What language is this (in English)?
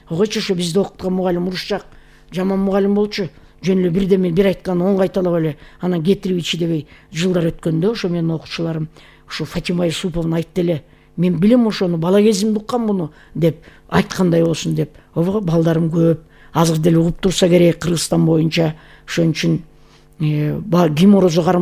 Kyrgyz